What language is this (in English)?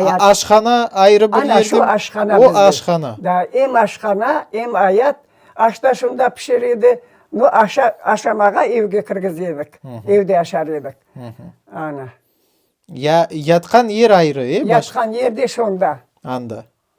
Crimean Tatar